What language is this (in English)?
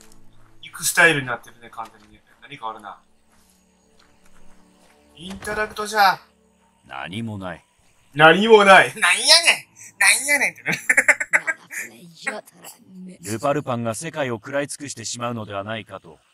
Japanese